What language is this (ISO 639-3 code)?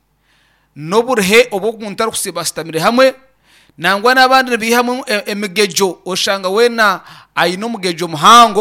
nyn